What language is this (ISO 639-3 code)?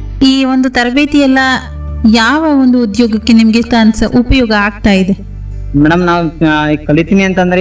kan